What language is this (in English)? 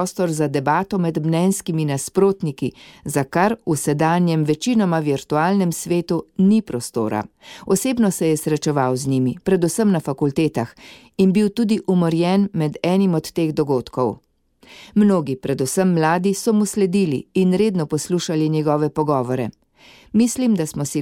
Slovenian